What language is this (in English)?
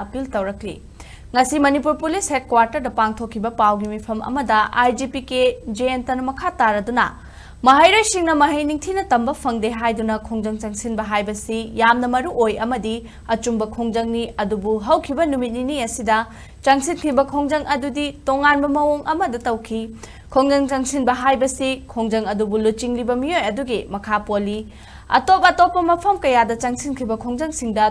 Manipuri